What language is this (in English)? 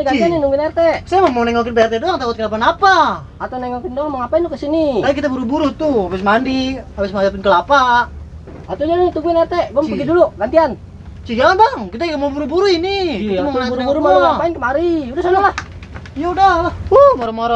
Betawi